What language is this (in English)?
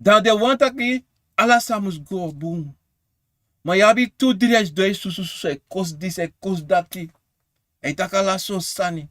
Sranan Tongo